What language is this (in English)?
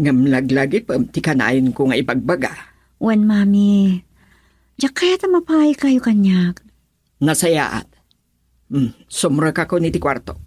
Iloko